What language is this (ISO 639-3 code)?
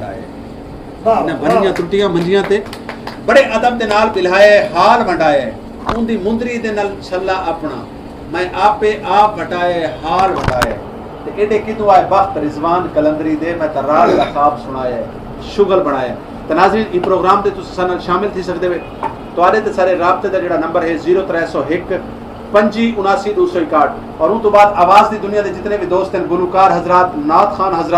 skr